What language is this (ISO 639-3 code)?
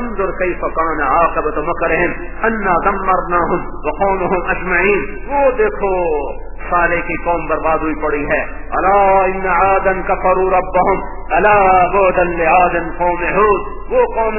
urd